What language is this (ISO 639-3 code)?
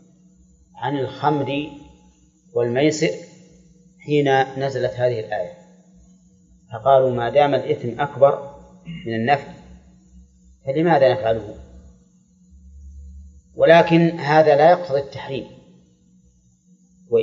ara